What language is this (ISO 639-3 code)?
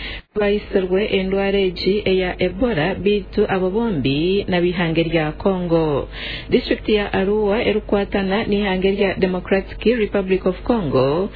nyn